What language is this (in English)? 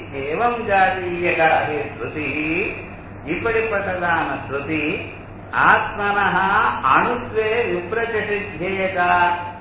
Tamil